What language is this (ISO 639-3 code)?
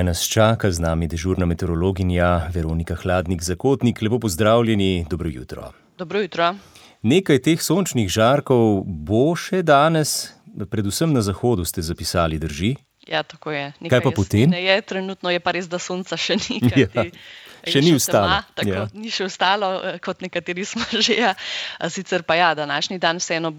slv